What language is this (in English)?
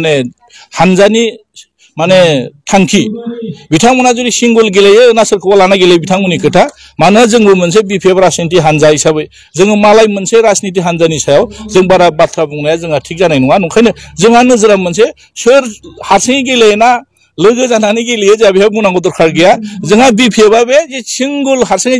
Bodo